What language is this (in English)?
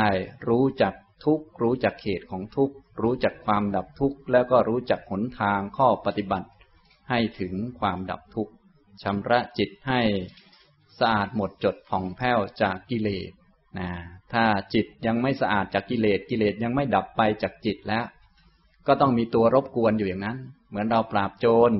Thai